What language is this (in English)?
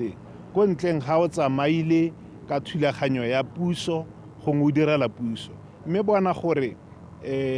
Tswana